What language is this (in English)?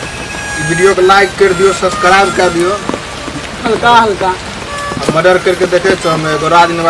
Maithili